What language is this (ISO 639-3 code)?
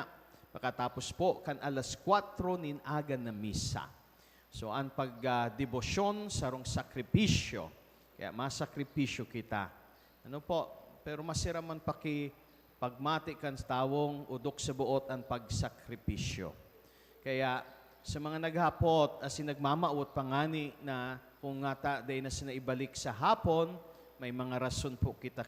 bik